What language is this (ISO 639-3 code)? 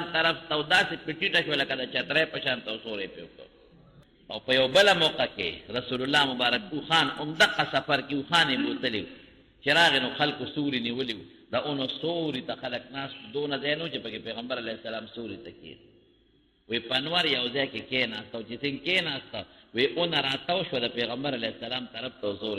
pus